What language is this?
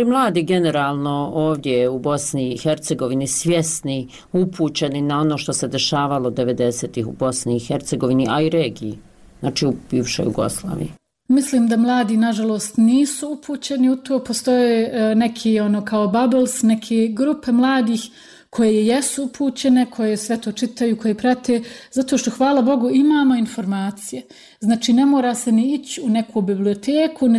Bosnian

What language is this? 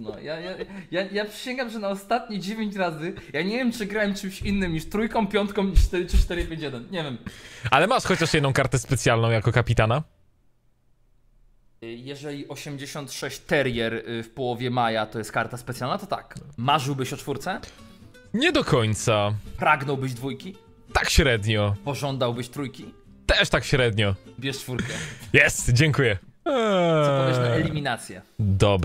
Polish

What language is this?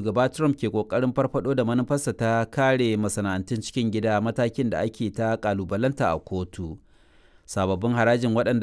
Hausa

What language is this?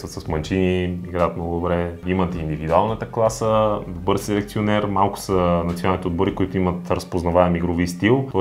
Bulgarian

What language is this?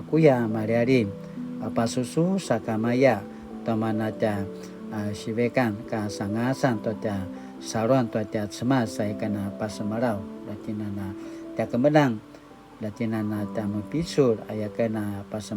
Paiwan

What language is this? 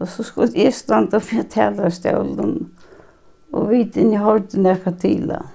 Faroese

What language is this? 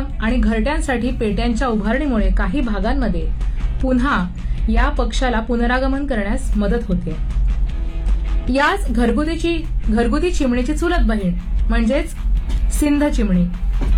Marathi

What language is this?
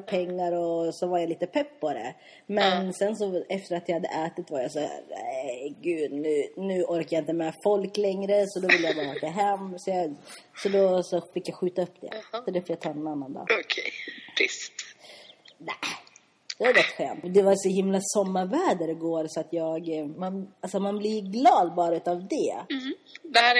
Swedish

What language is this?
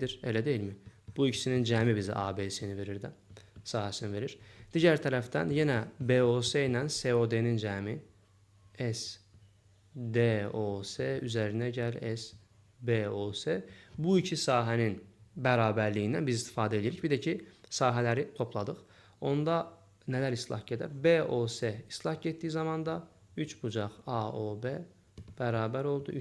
Azerbaijani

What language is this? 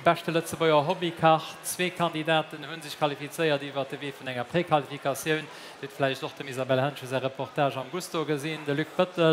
Luxembourgish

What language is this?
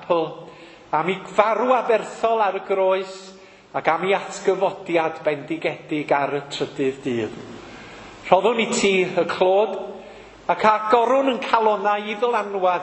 Welsh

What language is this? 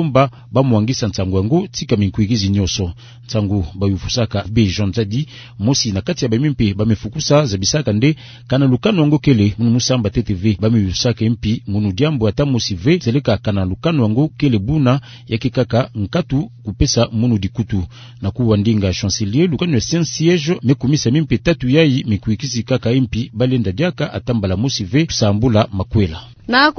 Kituba (Democratic Republic of Congo)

